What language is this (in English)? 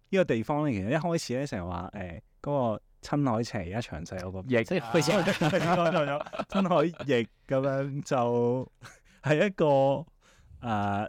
Cantonese